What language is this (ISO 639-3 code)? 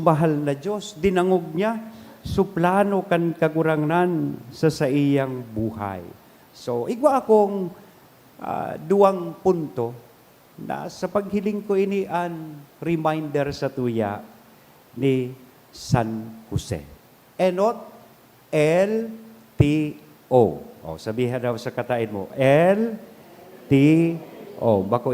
bik